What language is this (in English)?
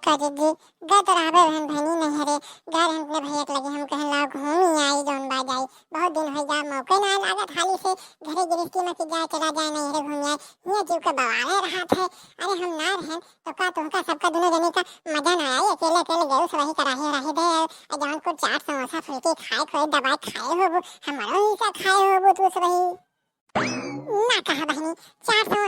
Awadhi